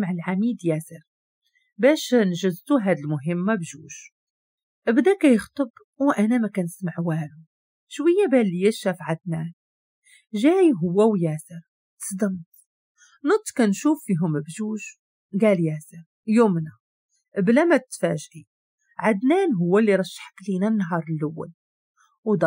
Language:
Moroccan Arabic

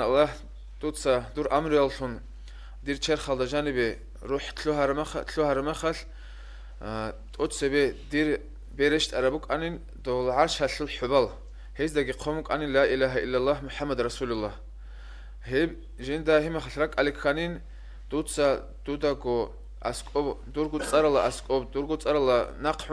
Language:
Avaric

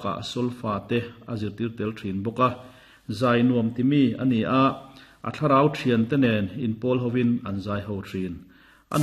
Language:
Mizo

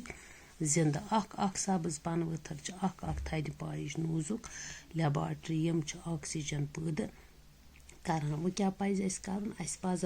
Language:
Kashmiri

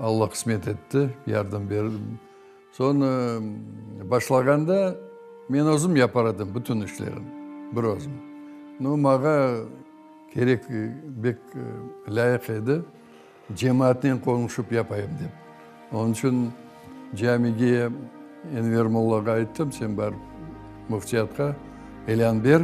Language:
Crimean Tatar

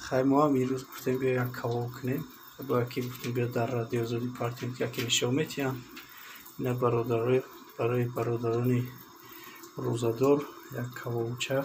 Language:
Tajik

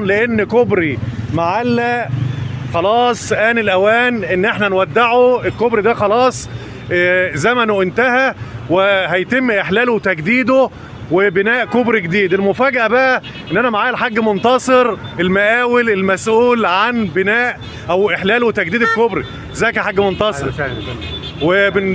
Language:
Egyptian Arabic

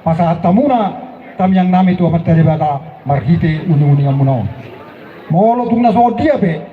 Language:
Batak Toba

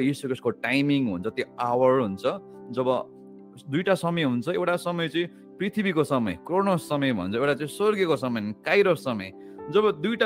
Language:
Nepali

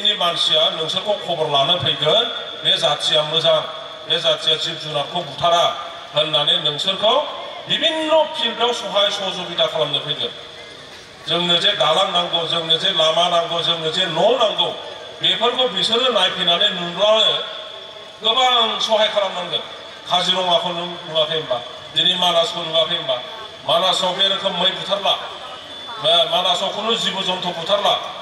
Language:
Bodo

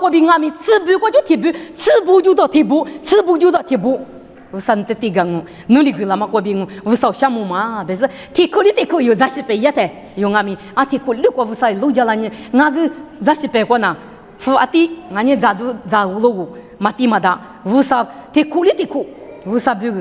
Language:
Lisu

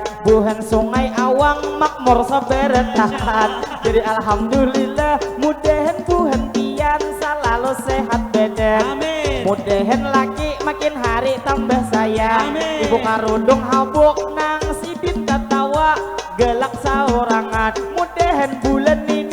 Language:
Banjar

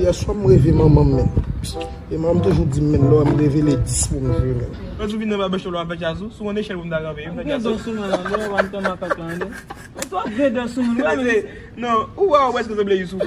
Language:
Haitian Creole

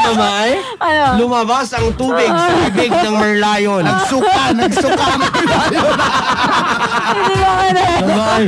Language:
Filipino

